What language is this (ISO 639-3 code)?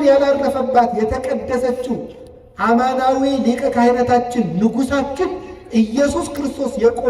amh